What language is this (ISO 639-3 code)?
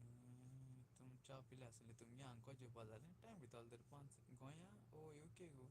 kok